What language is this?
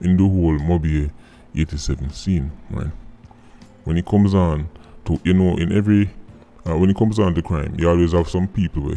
Jamaican Creole English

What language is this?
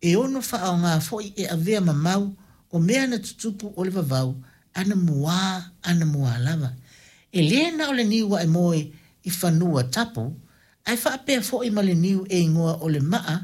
Samoan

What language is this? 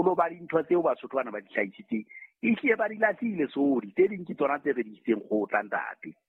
Southern Sotho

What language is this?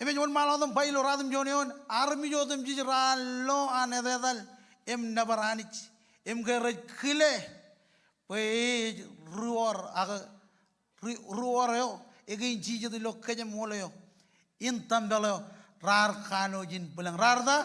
Marshallese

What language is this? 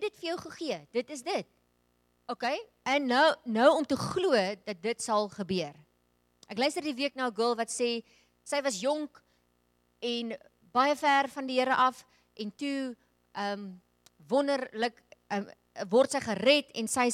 Afrikaans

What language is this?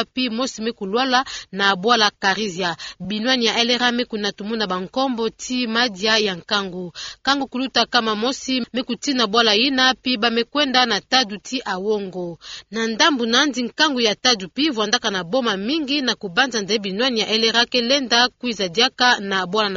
Kituba (Democratic Republic of Congo)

